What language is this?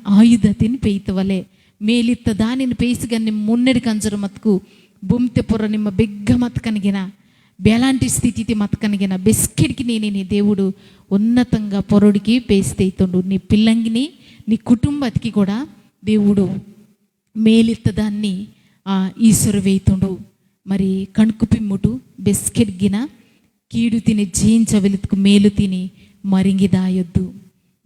Koya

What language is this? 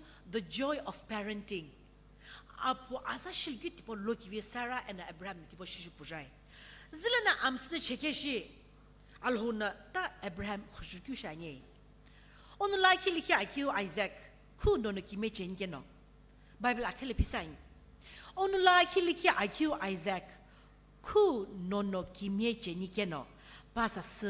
Sumi Naga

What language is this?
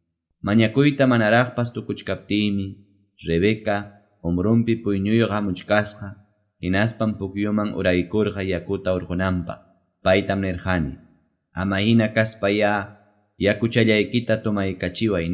Ayacucho Quechua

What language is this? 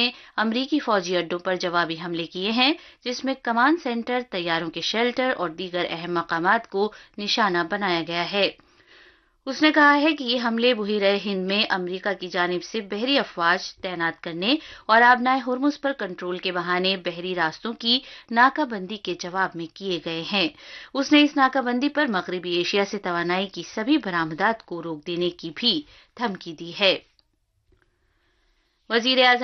Urdu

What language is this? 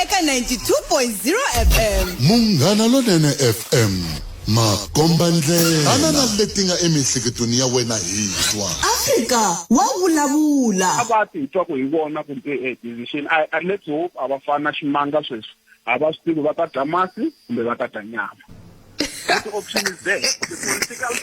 Tsonga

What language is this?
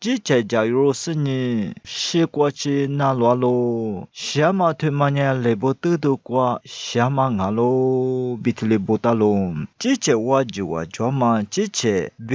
Lisu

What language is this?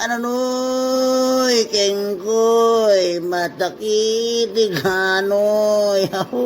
Itawit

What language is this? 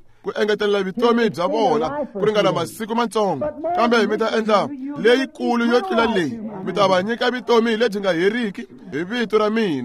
Tsonga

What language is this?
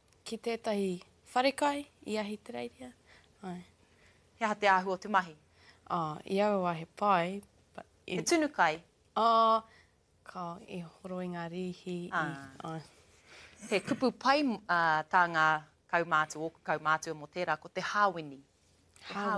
Māori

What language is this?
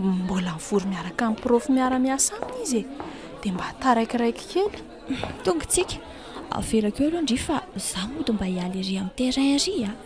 Malagasy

